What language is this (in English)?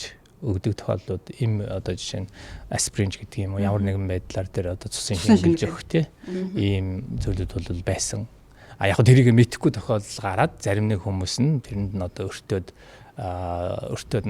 Mongolian